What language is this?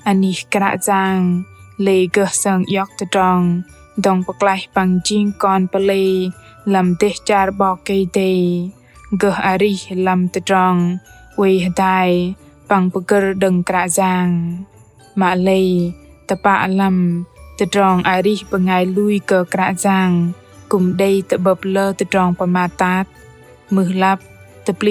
Bahnar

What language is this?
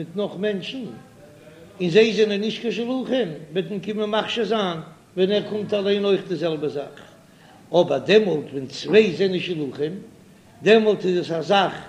Yiddish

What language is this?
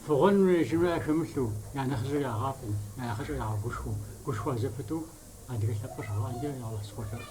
Kabardian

